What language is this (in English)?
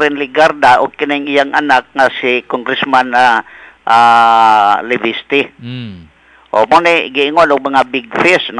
Cebuano